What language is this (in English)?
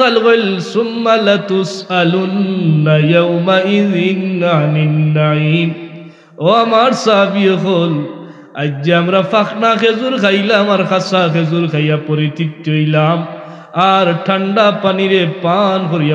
Sylheti